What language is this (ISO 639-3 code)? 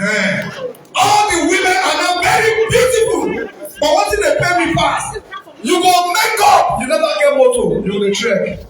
pcm